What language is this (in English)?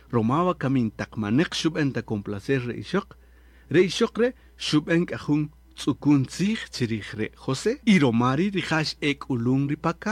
Kaqchikel